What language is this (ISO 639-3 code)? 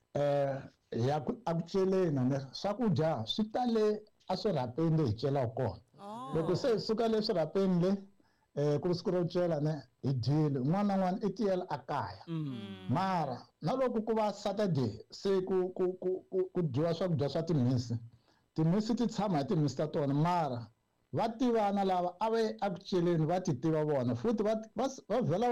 tso